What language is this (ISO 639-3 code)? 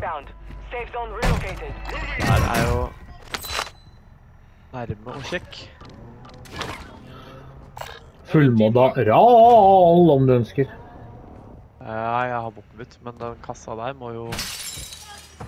nor